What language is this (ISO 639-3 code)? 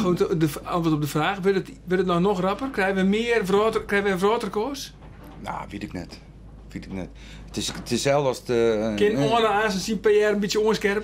fry